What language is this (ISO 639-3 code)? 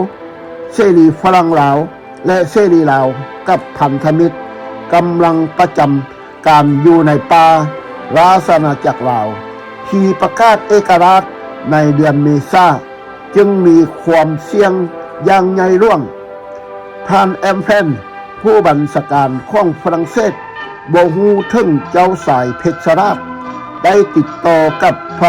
lao